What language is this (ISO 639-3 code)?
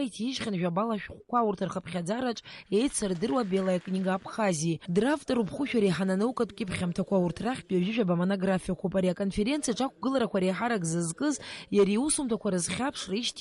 abk